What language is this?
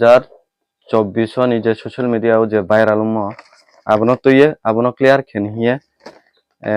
Riang (India)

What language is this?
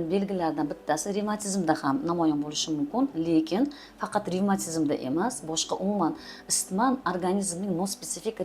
Uzbek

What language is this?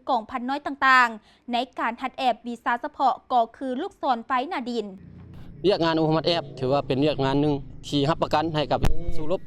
Lao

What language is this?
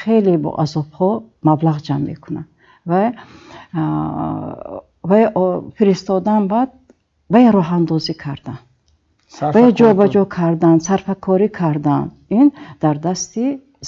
Tajik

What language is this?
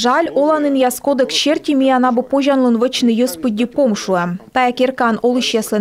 Komi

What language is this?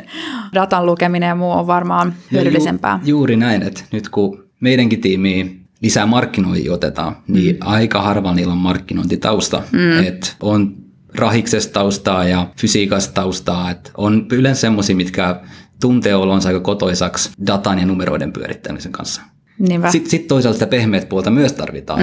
Finnish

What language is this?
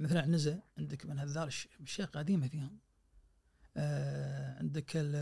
Najdi Arabic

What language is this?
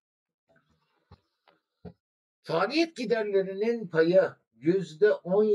Turkish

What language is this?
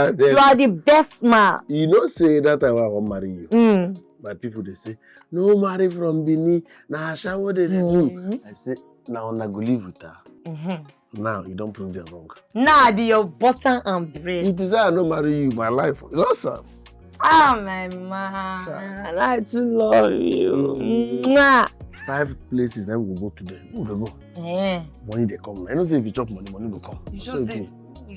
Nigerian Pidgin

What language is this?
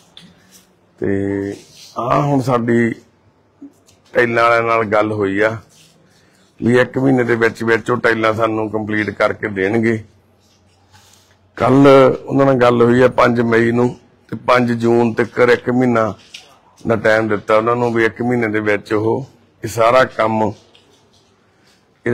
Punjabi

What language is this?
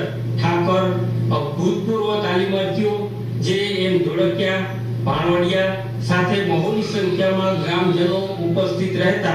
Gujarati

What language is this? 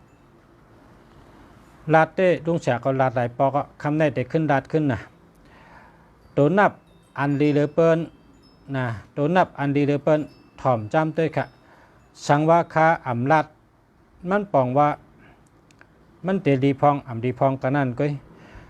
Shan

